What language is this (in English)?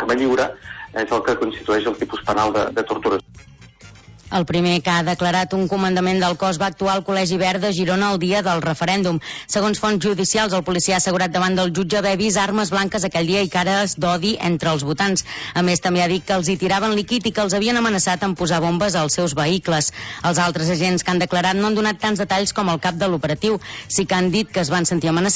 Catalan